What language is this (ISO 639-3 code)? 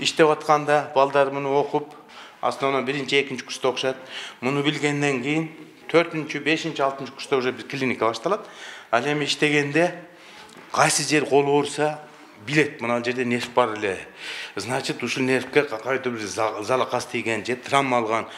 kir